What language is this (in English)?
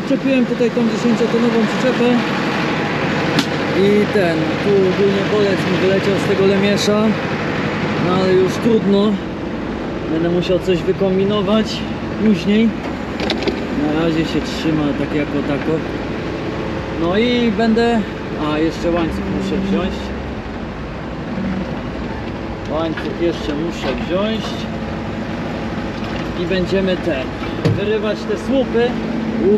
Polish